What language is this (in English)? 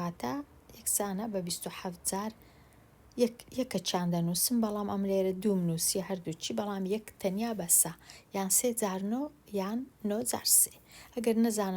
Central Kurdish